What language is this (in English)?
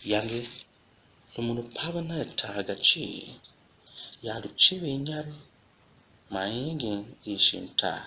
Tiv